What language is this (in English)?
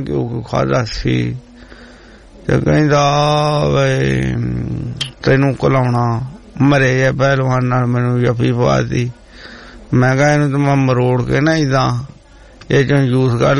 Punjabi